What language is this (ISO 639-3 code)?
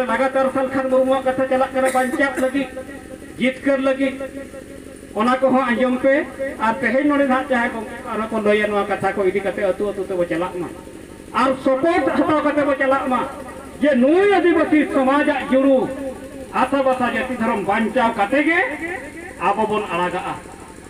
sat